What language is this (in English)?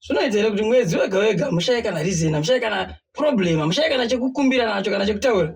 Shona